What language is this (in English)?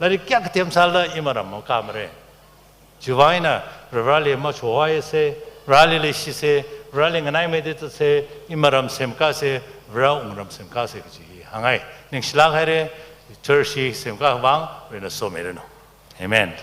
Tangkhul Naga (India)